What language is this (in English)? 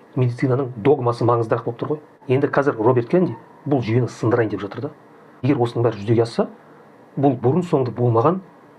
Kazakh